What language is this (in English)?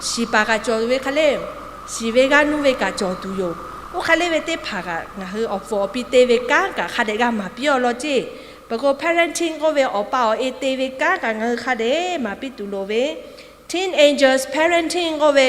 Lahu